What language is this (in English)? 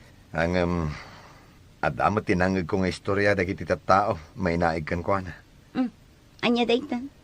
Iloko